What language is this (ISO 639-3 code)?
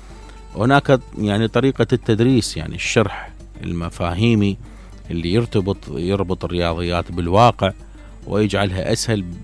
acm